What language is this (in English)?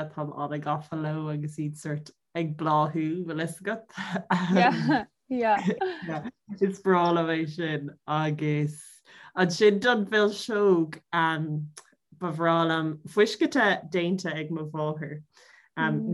Irish